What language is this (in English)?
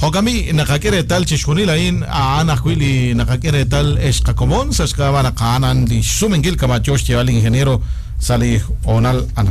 Kekchí